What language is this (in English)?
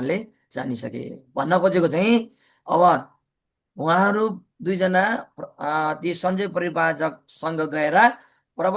Nepali